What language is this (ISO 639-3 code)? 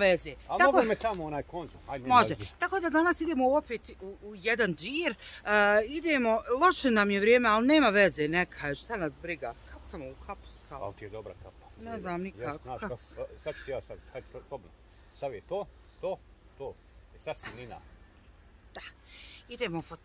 bos